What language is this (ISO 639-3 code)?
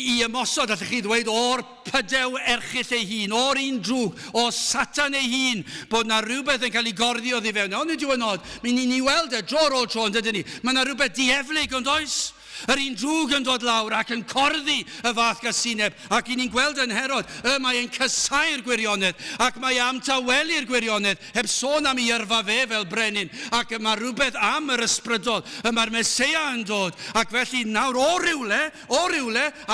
cym